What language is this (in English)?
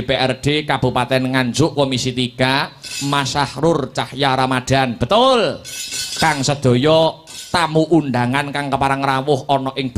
Javanese